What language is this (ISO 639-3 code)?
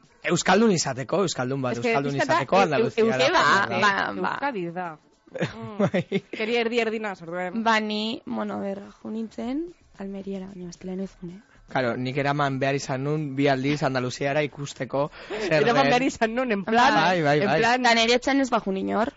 eus